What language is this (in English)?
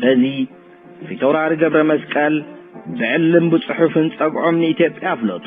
Tigrinya